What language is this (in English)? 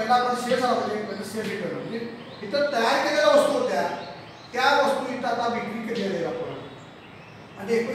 Marathi